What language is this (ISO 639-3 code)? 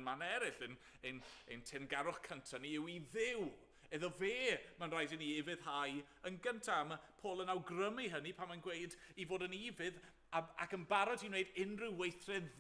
cym